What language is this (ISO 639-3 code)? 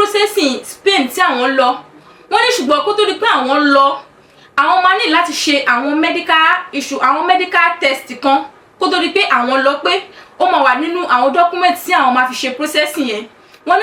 yor